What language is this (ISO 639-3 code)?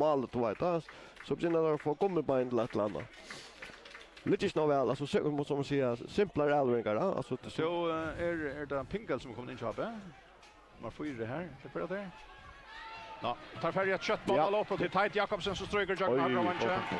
fao